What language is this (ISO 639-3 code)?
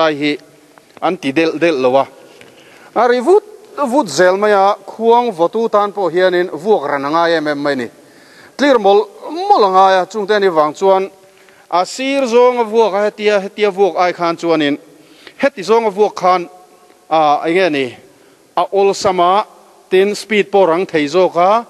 lus